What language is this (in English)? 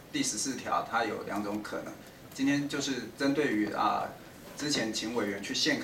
Chinese